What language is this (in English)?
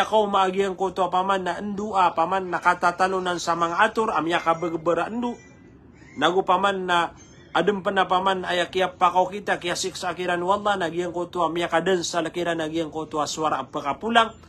Maranao